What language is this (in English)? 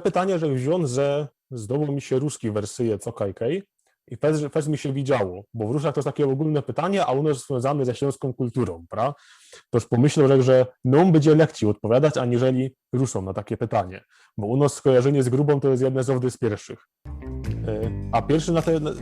Silesian